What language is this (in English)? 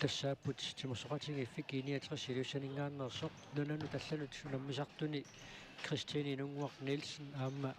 Kalaallisut